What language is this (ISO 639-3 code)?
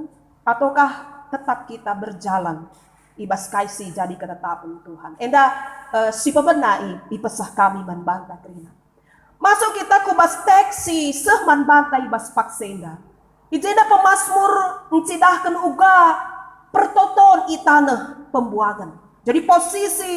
btx